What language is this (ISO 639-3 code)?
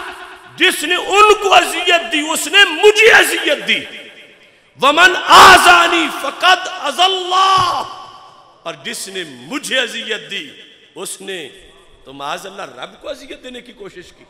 urd